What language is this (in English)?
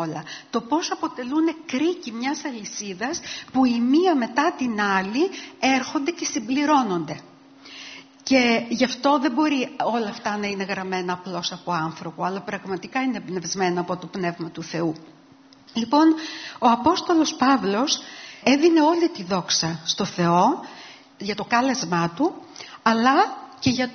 Greek